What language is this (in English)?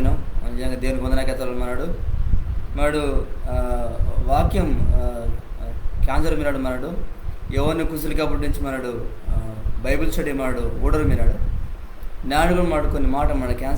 Koya